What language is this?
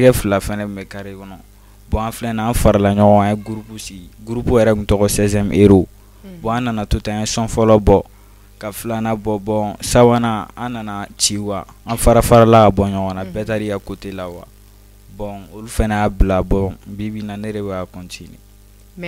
Bambara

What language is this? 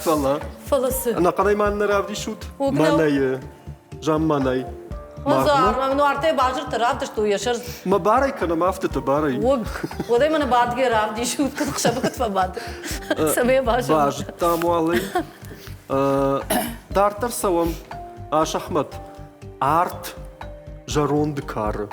Ossetic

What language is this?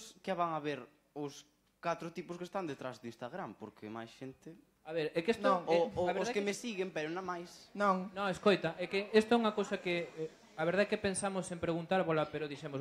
Galician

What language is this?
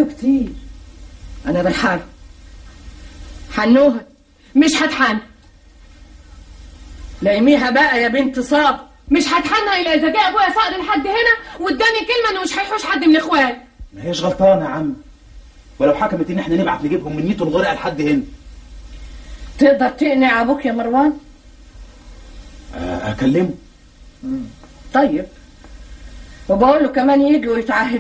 Egyptian Arabic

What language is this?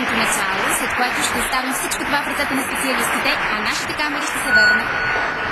Bulgarian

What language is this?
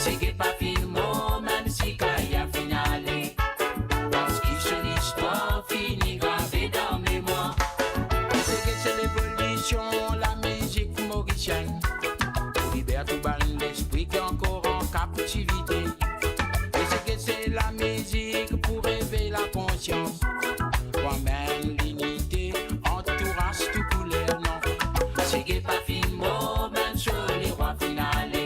Morisyen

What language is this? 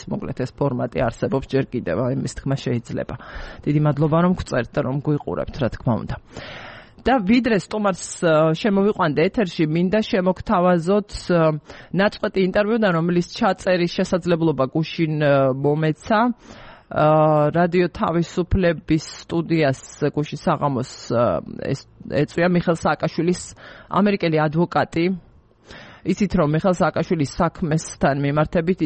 Georgian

